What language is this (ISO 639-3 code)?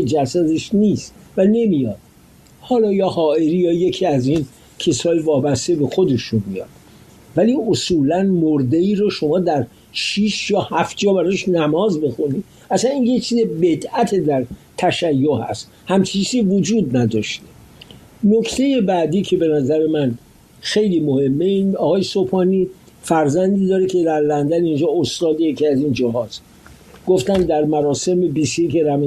fas